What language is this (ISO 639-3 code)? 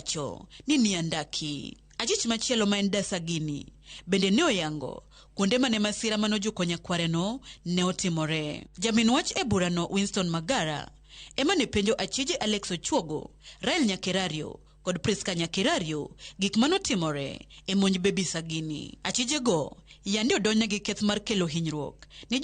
luo